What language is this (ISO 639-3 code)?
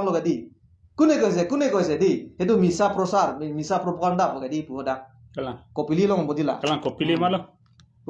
mjw